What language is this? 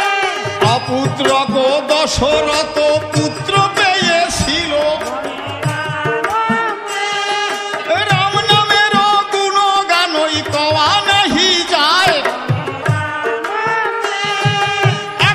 Bangla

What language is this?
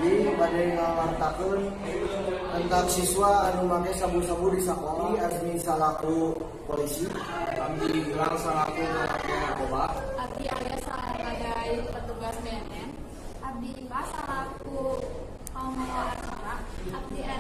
Sundanese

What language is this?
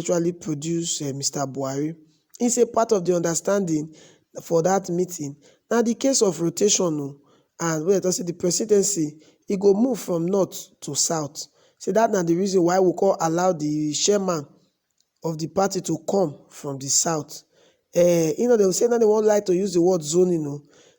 Nigerian Pidgin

